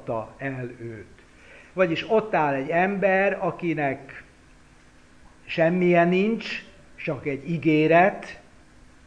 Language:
Hungarian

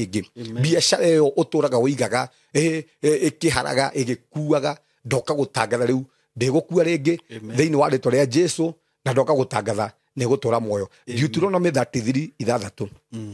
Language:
Kikuyu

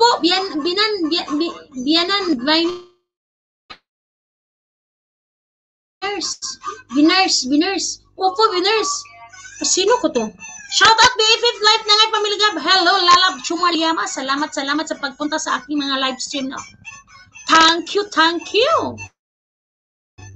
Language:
Filipino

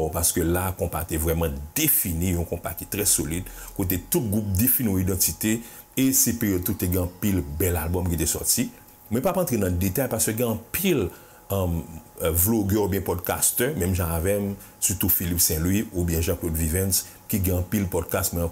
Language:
Haitian Creole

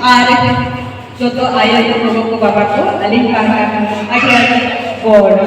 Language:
Santali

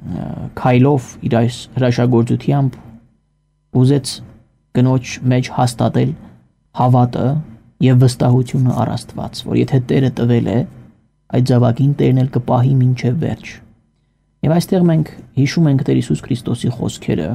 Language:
Armenian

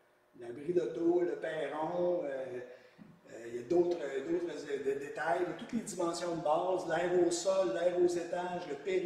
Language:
French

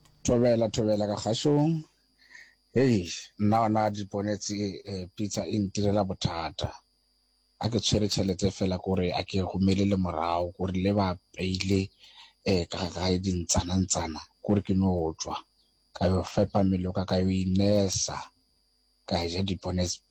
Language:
Northern Sotho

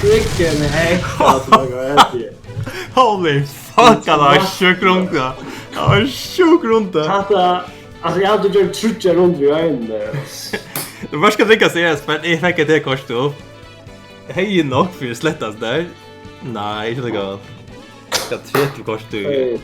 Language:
Faroese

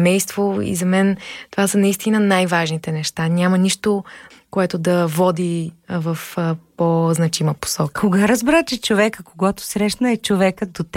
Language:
Bulgarian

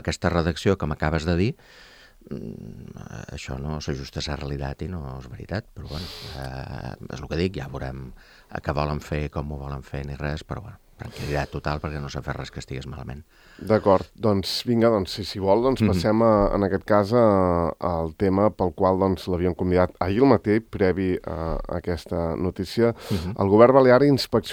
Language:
Catalan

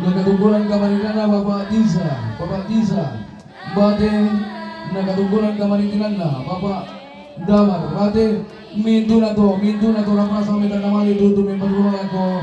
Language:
Toraja-Sa'dan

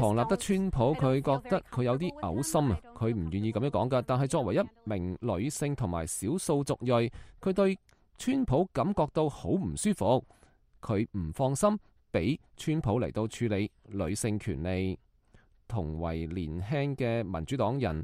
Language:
Cantonese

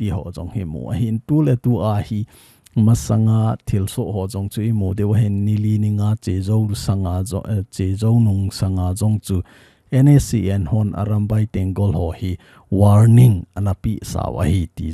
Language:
Thado Chin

